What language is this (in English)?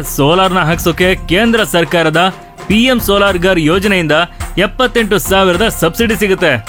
Kannada